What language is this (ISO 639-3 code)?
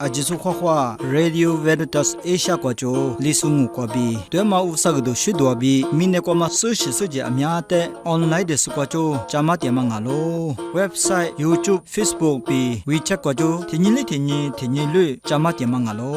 lis